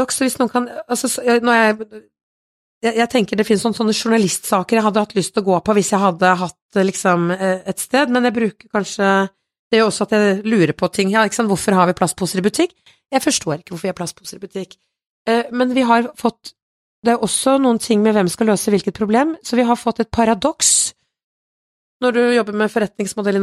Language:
Norwegian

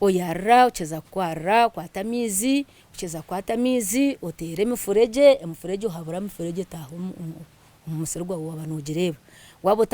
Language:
Nyankole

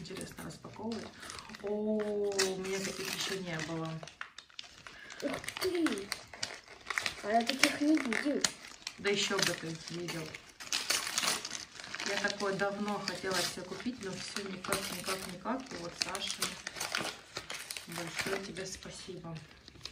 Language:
Russian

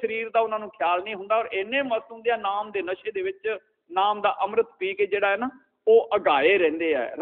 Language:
Punjabi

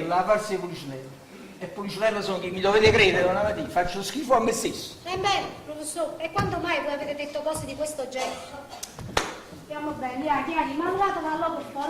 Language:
Neapolitan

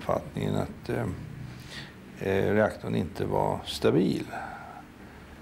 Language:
Swedish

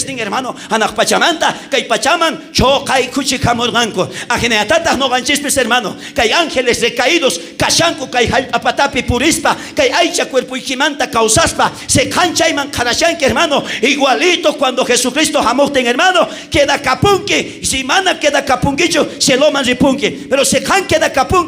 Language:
South Bolivian Quechua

